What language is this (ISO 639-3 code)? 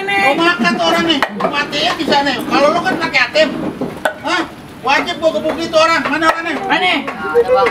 bew